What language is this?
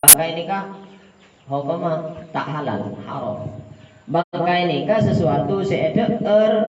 Madurese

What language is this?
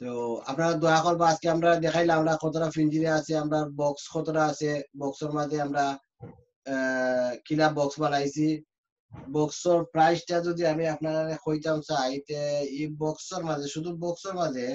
Sylheti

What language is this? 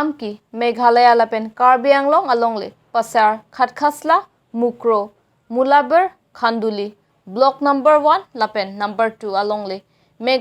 Karbi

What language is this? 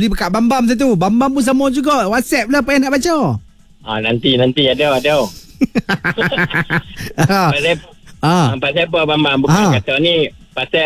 Malay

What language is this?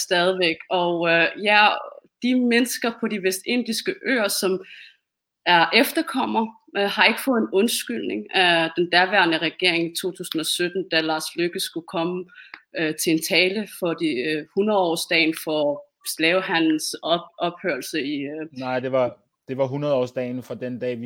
Danish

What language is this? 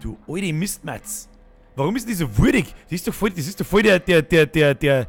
Bavarian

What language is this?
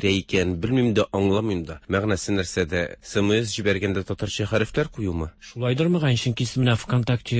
Tatar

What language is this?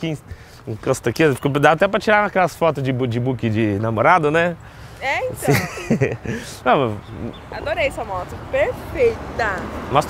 Portuguese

